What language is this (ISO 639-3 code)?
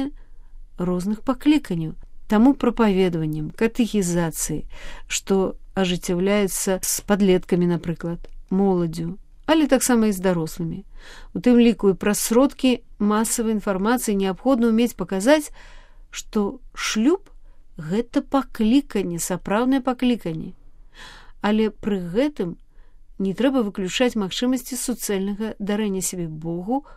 bel